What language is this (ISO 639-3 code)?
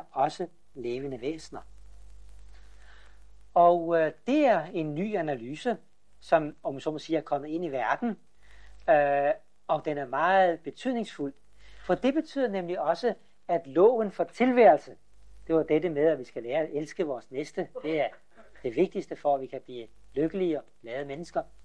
dan